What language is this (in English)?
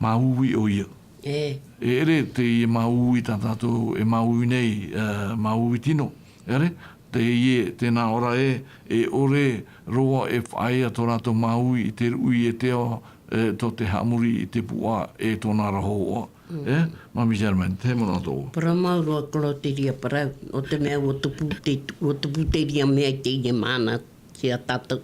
Tahitian